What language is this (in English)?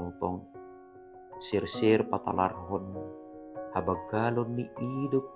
Batak Simalungun